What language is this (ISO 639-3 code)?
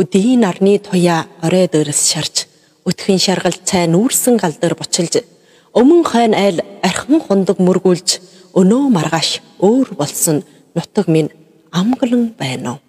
mon